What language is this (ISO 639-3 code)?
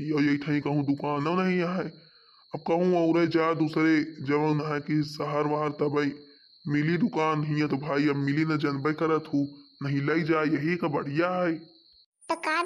awa